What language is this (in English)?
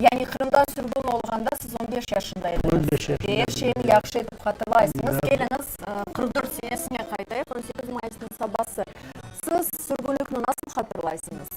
Crimean Tatar